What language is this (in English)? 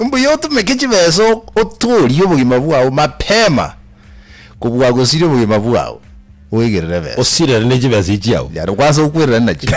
Gusii